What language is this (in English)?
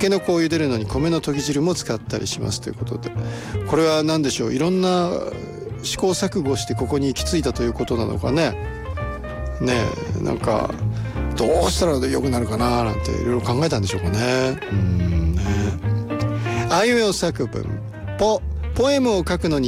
Japanese